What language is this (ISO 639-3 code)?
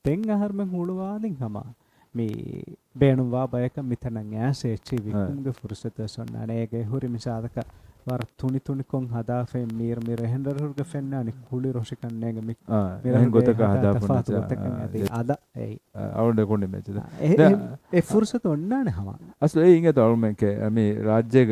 div